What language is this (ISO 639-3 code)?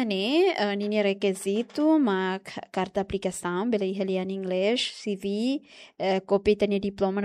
tet